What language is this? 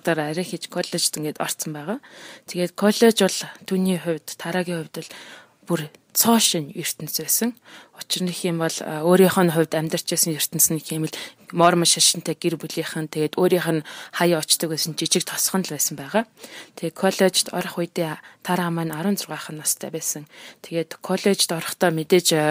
Mongolian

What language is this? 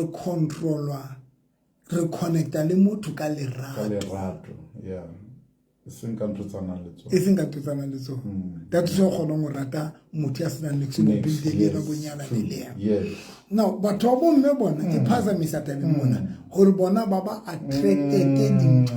Southern Sotho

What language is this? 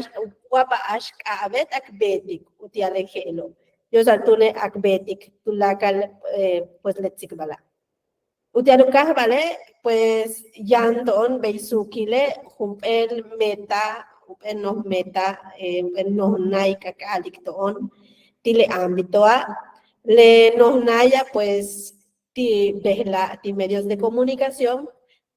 Yucateco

